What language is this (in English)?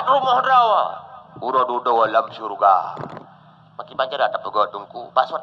Achinese